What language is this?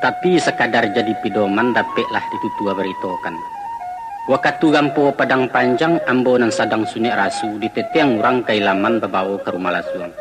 Minangkabau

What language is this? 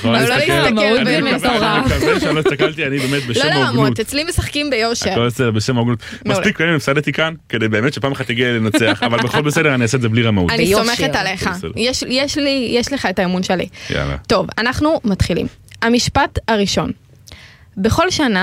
Hebrew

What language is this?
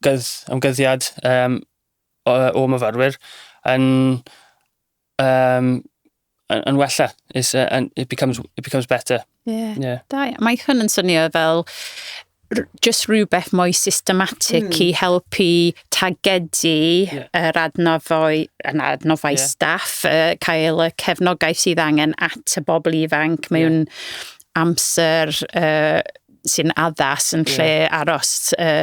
Welsh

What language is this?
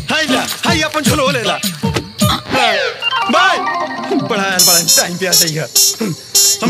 Bhojpuri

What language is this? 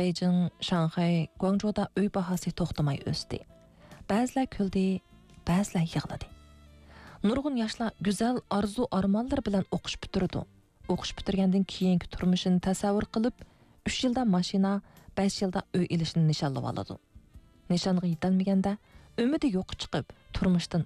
Uyghur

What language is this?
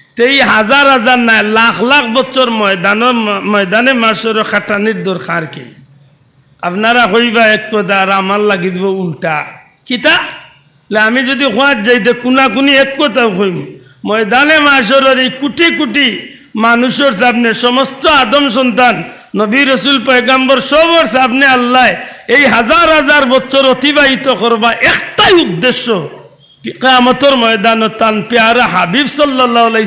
Sylheti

